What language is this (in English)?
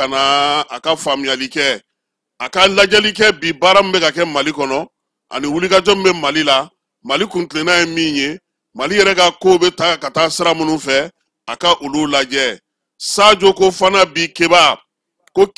Bambara